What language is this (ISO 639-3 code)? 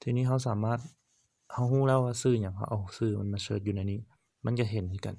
lao